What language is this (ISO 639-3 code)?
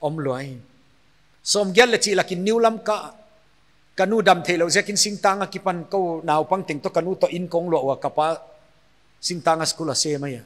pck